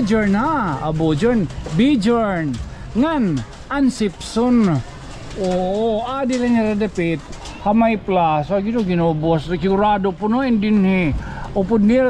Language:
Waray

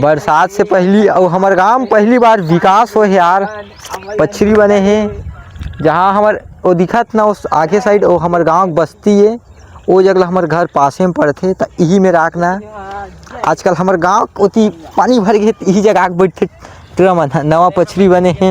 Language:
Chhattisgarhi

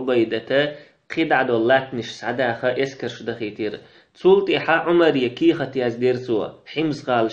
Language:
Chechen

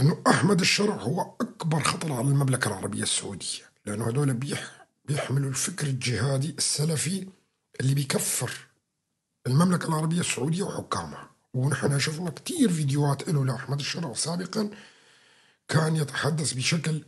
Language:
North Levantine Arabic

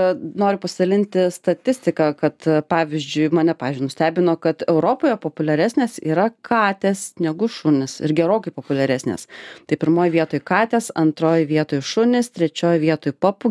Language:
Lithuanian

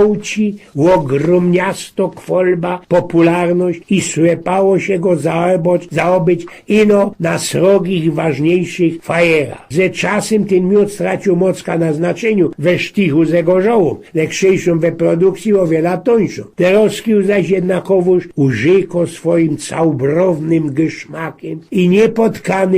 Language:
Silesian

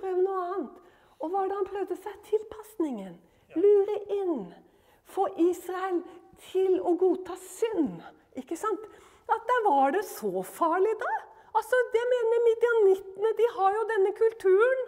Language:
Norwegian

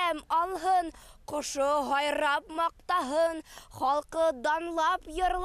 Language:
Bashkir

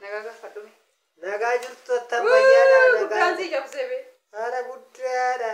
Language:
Oromo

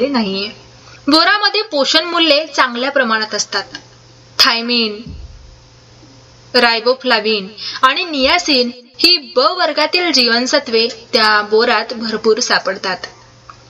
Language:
Marathi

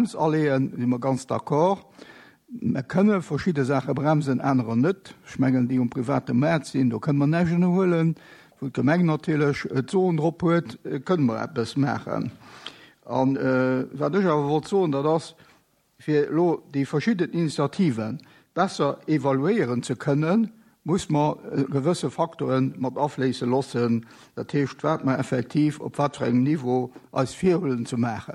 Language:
Luxembourgish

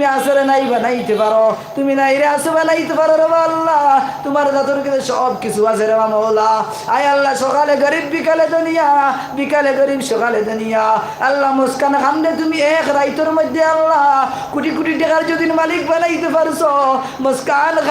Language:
Sylheti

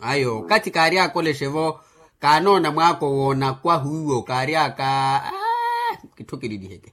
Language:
Makhuwa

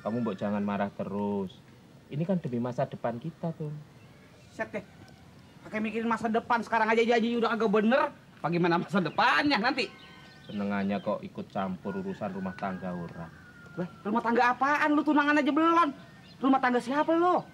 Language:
Betawi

